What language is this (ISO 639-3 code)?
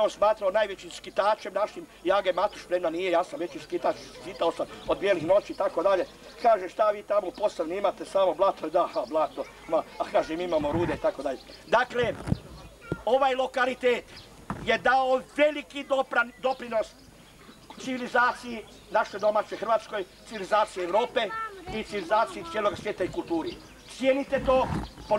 hrv